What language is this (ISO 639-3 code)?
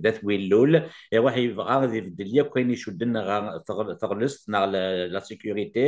kab